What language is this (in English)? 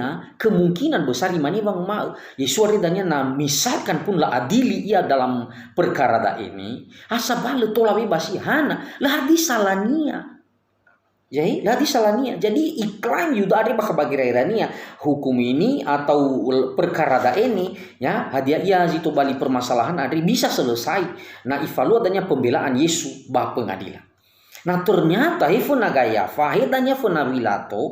Nias